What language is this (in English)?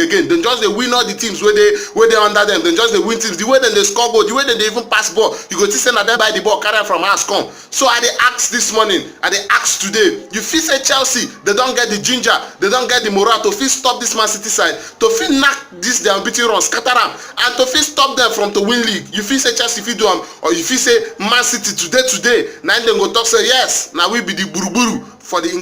Nigerian Pidgin